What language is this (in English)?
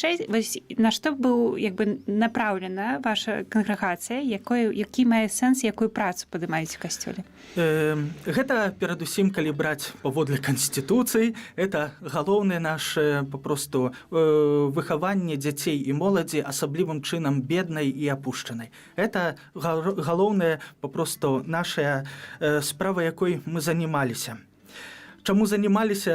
Belarusian